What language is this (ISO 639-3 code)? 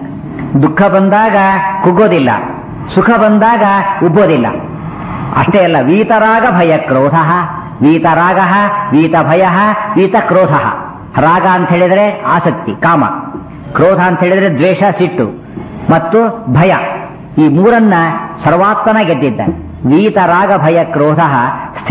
kan